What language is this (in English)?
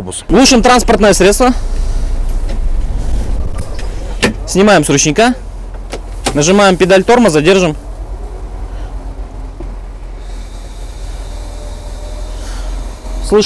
Russian